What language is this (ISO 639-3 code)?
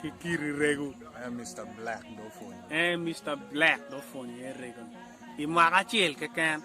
ach